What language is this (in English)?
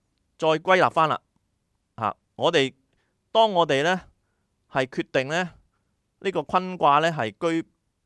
Cantonese